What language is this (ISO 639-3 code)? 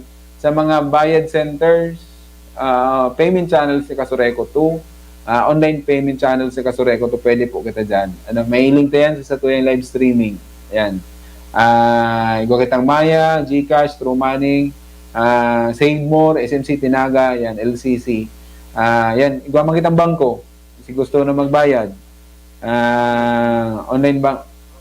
bik